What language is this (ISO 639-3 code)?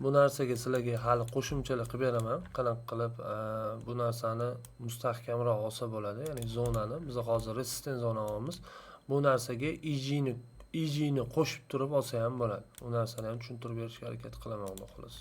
uzb